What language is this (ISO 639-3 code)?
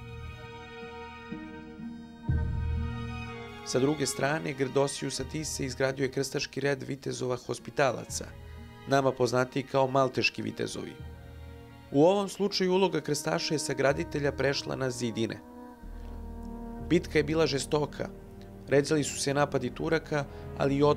srp